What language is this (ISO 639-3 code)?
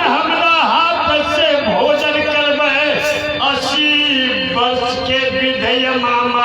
mai